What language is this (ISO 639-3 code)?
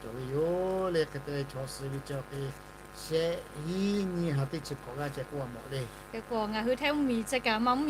lhu